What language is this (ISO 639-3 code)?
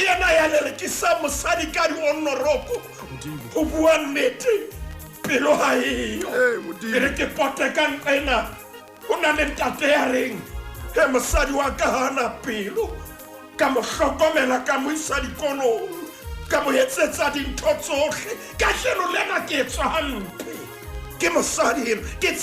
sot